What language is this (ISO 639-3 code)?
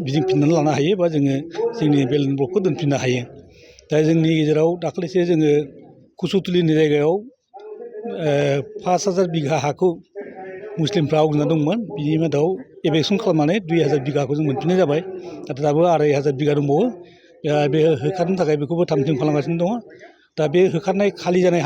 brx